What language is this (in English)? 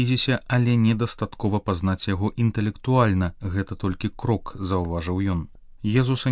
Belarusian